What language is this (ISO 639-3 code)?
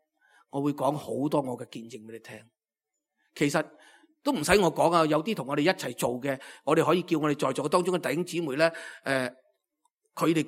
yue